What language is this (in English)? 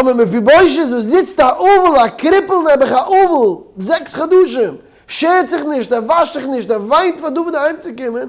Yiddish